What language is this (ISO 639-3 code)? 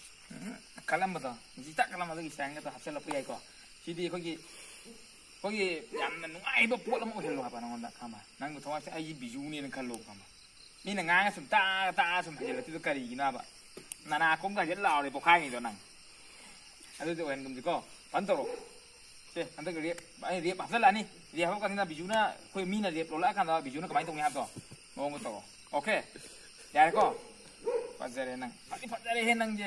vie